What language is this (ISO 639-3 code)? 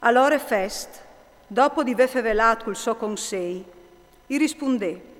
fur